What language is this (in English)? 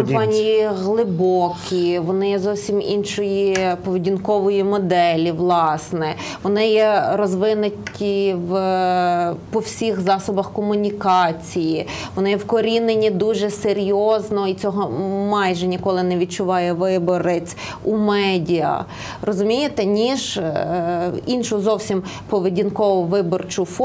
Ukrainian